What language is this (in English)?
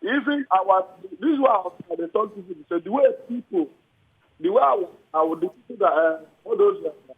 Nigerian Pidgin